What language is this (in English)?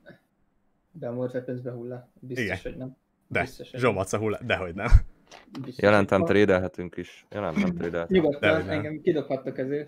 Hungarian